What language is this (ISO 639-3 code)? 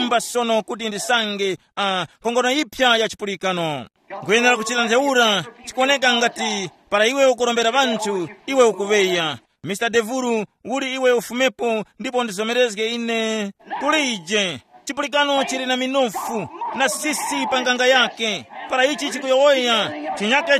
tum